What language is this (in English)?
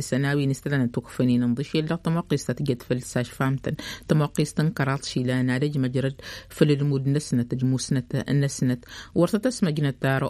Tamasheq